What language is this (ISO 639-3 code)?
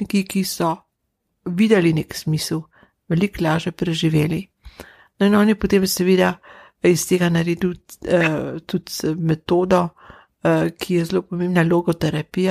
slv